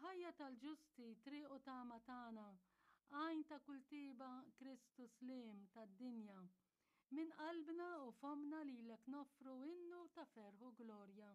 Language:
Maltese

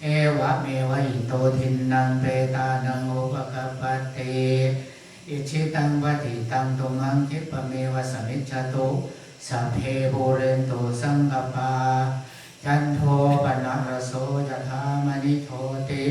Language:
Pali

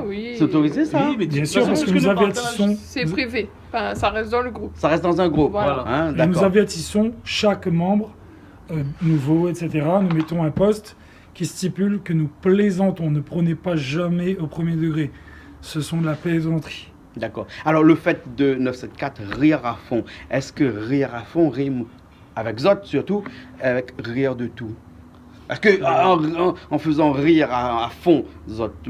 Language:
Réunion Creole French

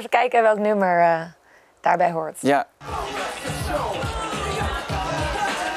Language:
Dutch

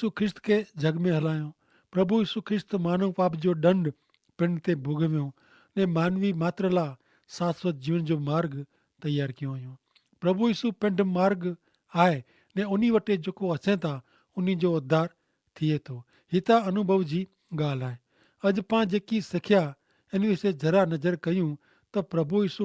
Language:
Kachhi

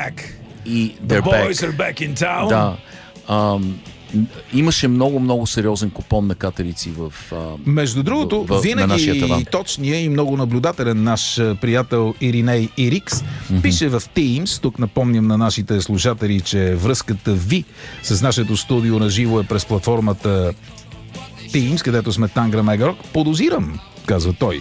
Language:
Bulgarian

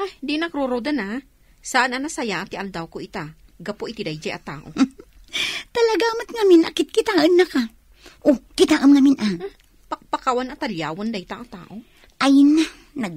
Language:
Iloko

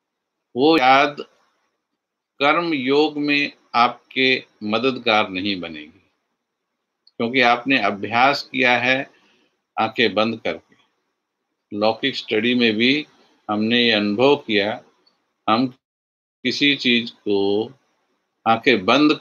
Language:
Hindi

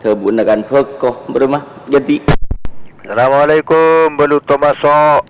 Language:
Madurese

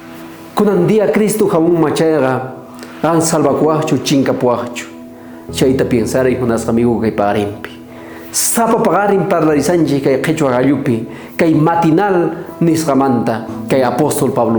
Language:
South Bolivian Quechua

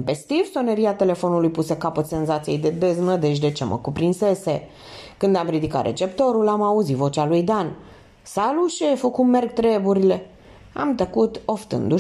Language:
Romanian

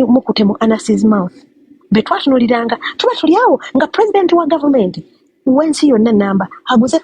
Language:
Ganda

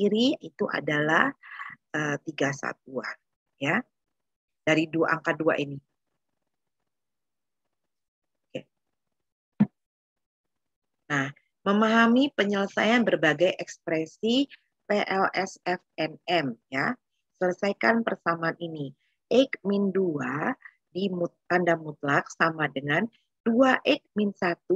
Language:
Indonesian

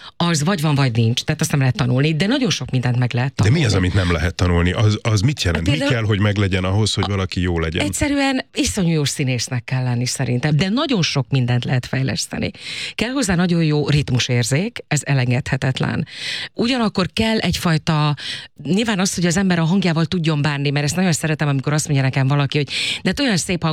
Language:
Hungarian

